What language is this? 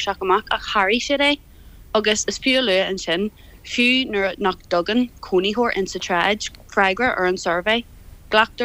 Irish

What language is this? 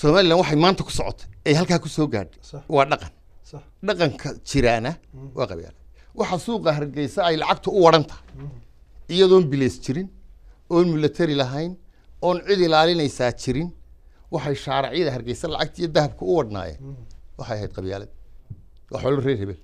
Somali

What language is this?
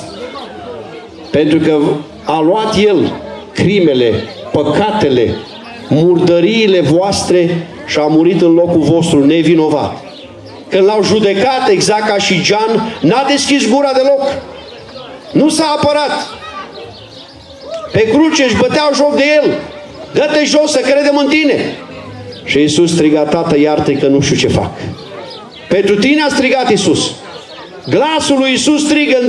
Romanian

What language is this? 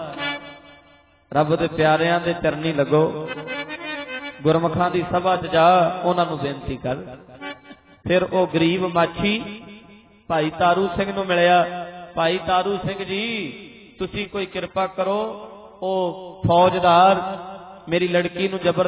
Punjabi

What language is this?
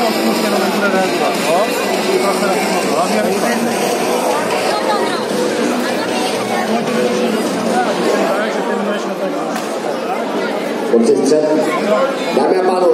Czech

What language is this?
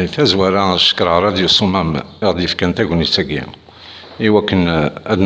Kabyle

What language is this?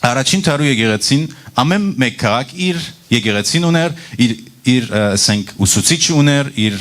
Western Armenian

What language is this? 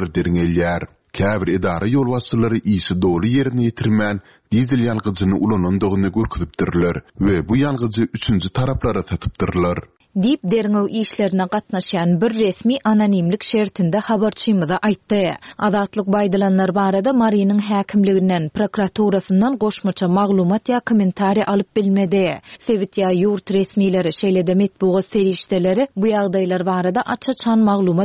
Turkmen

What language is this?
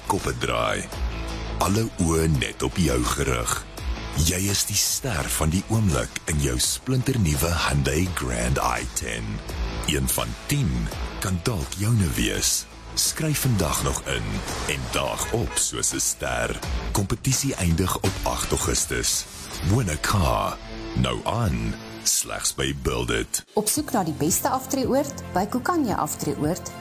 Afrikaans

